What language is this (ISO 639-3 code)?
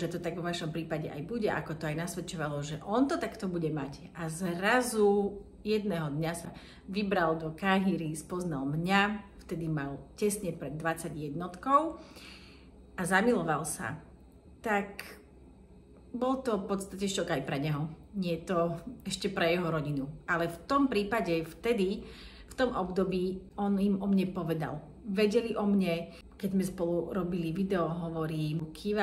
slk